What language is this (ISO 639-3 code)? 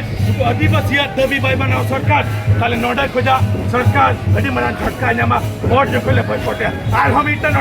sat